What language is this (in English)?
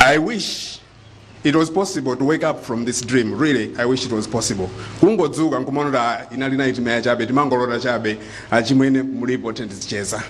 Nyanja